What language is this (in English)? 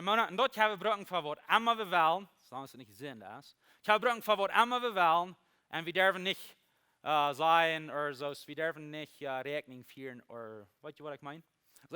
Plautdietsch